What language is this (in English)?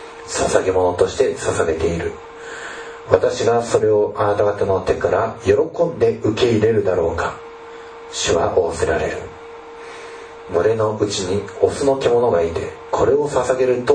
Japanese